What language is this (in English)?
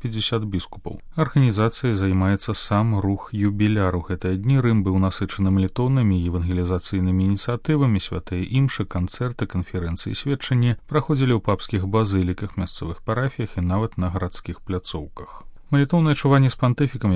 Belarusian